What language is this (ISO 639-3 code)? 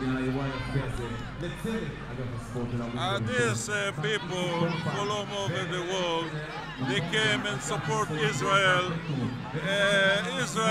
heb